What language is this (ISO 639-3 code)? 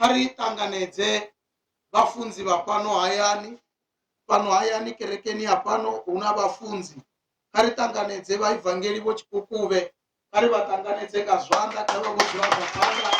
ven